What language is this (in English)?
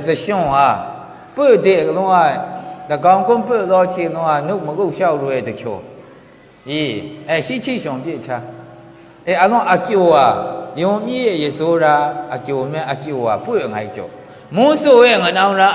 Maru